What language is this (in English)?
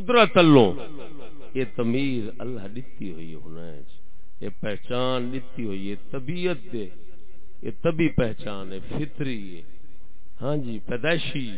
Saraiki